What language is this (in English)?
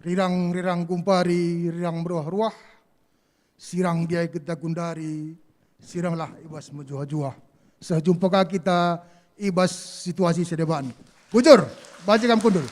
Batak Karo